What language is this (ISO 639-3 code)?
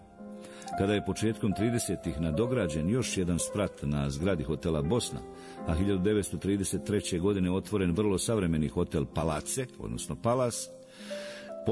bos